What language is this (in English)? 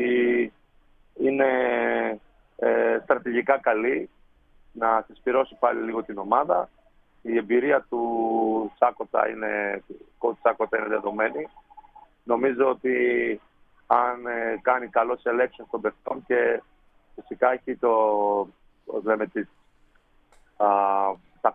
Greek